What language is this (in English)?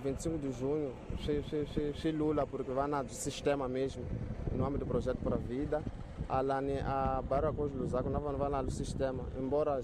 Tsonga